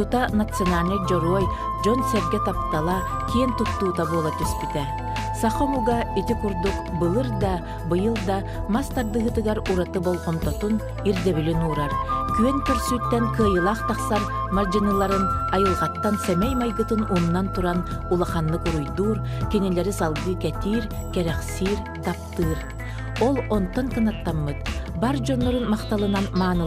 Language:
Yakut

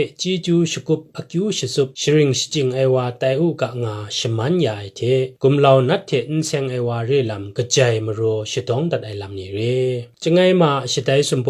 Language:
Kachin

